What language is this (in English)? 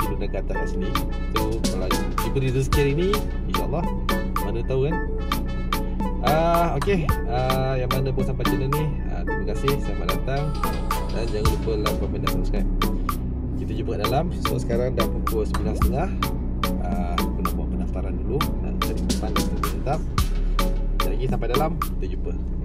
Malay